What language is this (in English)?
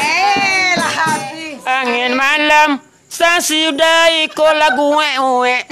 Minangkabau